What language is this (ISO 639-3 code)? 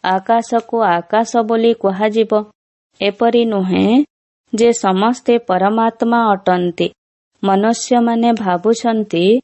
ori